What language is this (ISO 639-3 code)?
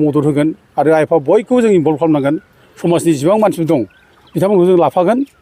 brx